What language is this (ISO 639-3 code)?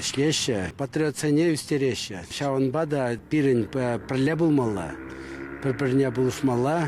chv